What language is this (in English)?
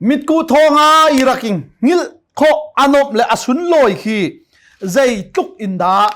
Hakha Chin